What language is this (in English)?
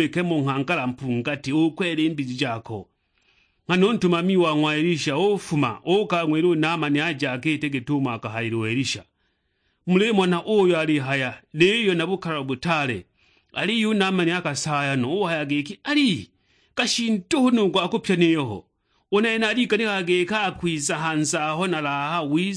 Sukuma